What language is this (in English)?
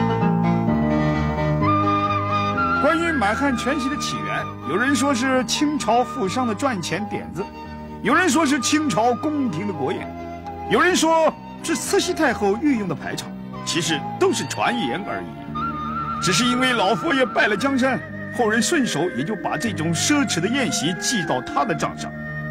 Chinese